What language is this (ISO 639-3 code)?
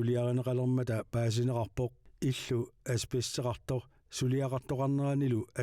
kal